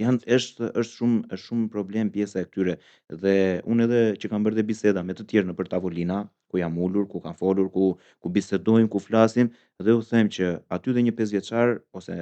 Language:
Albanian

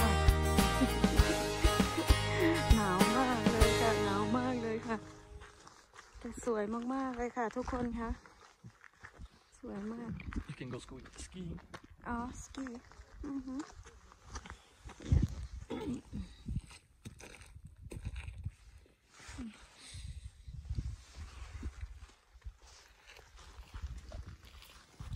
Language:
Thai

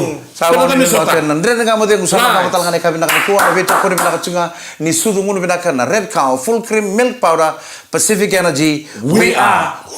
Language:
Fijian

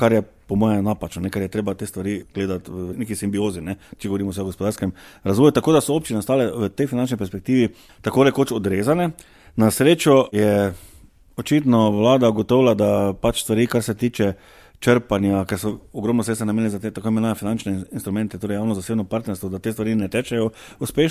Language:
Slovenian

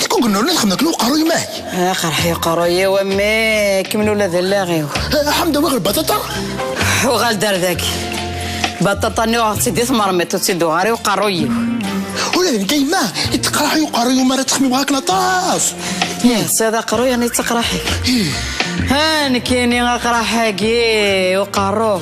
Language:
Kabyle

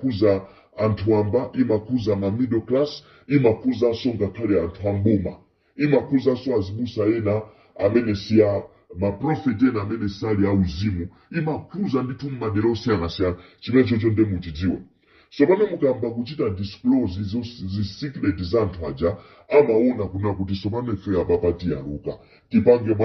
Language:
Nyanja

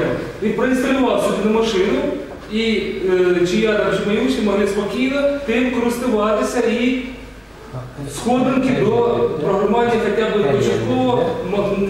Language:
Ukrainian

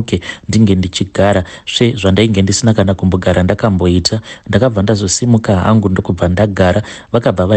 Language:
Shona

